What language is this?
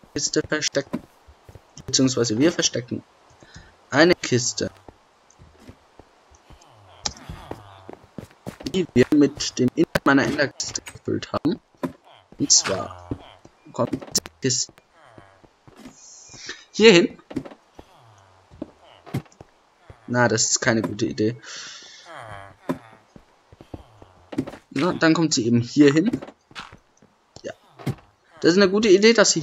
German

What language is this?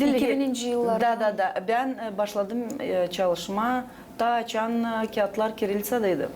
Gagauz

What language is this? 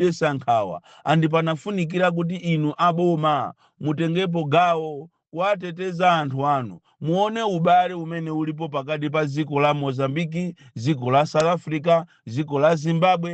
Nyanja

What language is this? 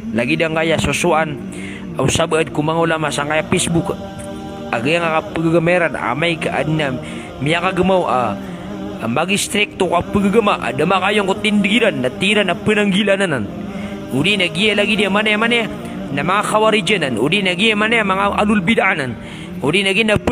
Maranao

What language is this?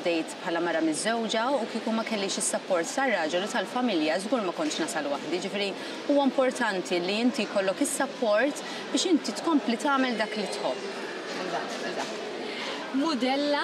Maltese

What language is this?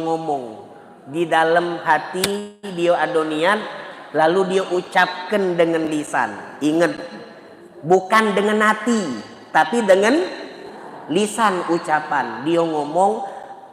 Musi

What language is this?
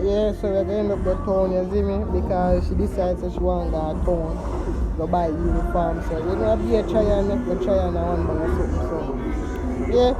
Jamaican Creole English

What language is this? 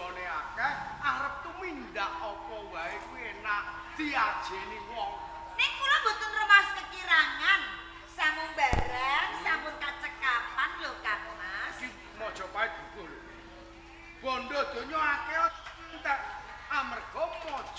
Javanese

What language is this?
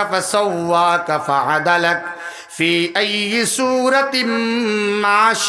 Sylheti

